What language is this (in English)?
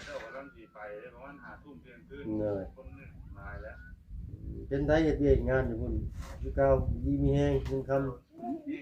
Lao